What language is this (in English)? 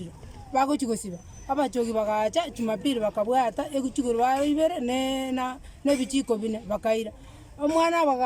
Gusii